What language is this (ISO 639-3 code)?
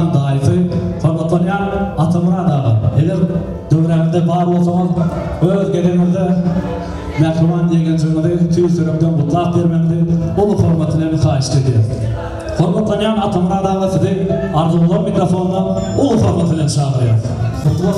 tuk